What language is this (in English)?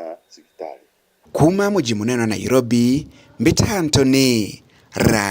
Meru